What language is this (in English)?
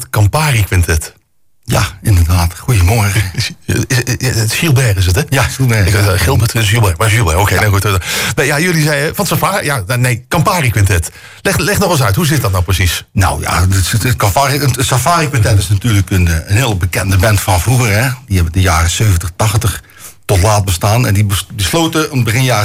Dutch